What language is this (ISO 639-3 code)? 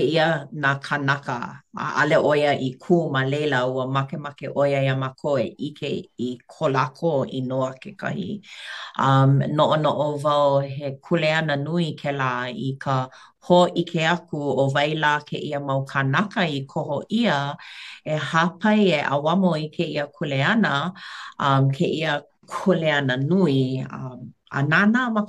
haw